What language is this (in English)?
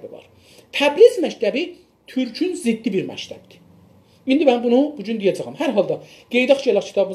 South Azerbaijani